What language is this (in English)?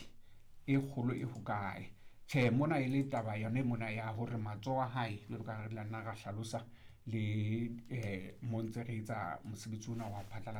Southern Sotho